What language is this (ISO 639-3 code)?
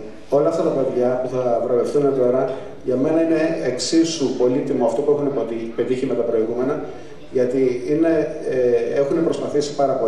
ell